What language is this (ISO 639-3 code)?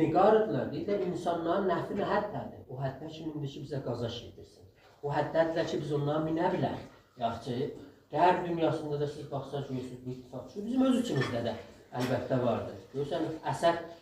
azb